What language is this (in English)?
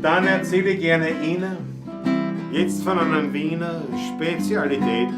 Bavarian